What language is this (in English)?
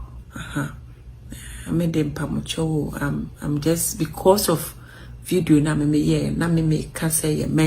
Akan